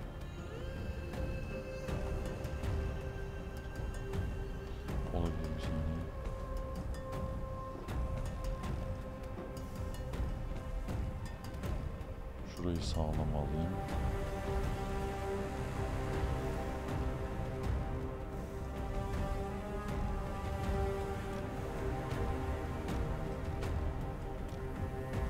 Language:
Turkish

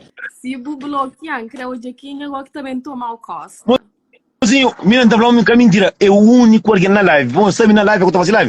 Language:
Kabuverdianu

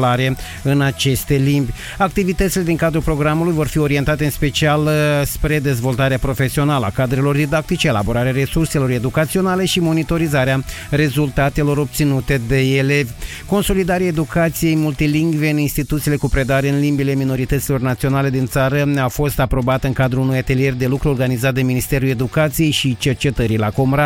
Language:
Romanian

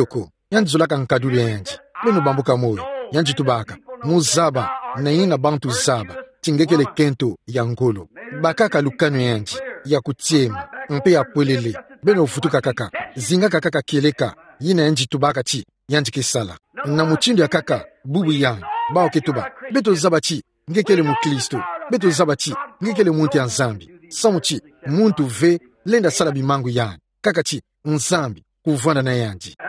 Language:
Kituba (Democratic Republic of Congo)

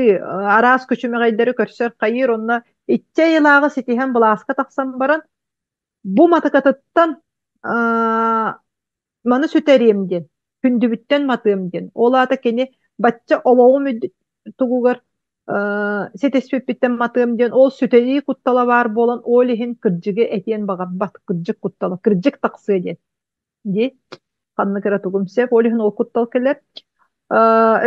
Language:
Yakut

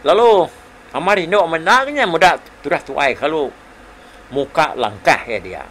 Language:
Iban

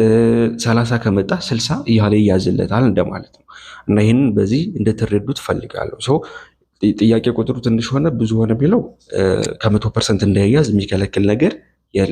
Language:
Amharic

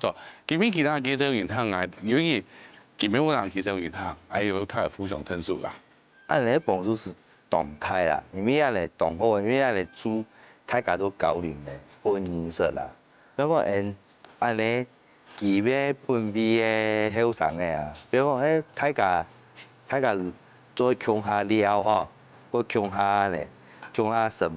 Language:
Hakka Chinese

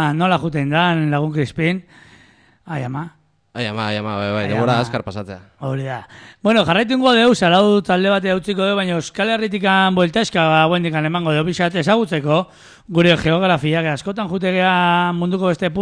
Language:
Basque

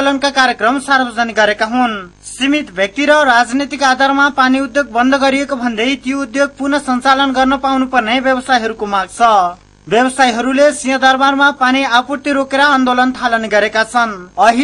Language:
Nepali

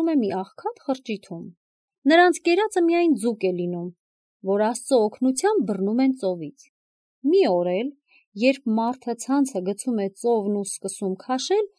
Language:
Armenian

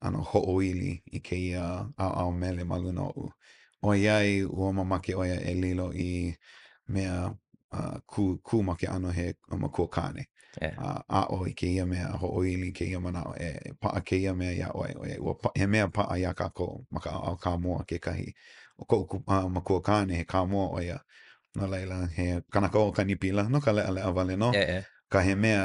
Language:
Hawaiian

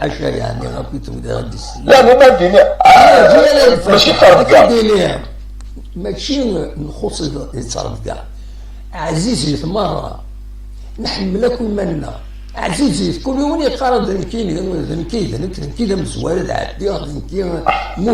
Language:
Kabyle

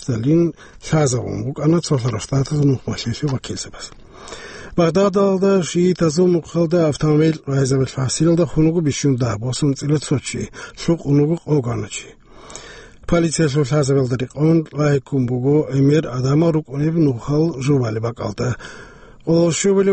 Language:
Avaric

